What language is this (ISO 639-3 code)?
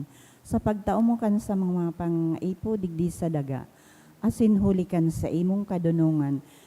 bik